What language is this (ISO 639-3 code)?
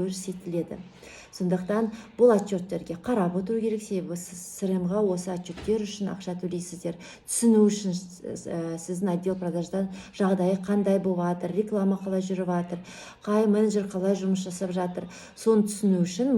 kaz